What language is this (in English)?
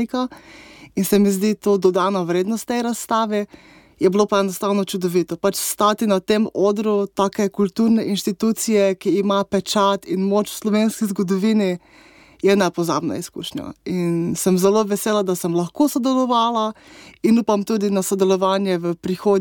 Slovenian